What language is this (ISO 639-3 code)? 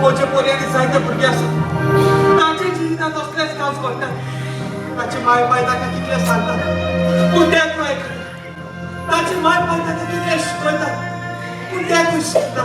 kok